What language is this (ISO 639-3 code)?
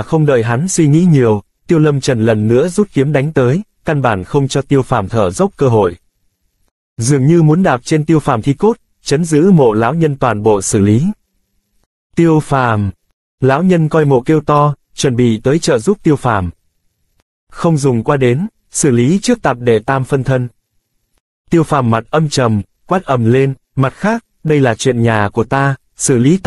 vie